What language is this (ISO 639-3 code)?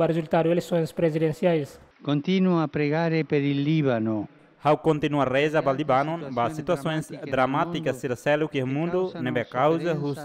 tet